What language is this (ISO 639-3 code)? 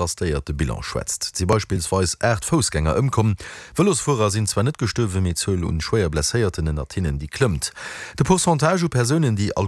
ltz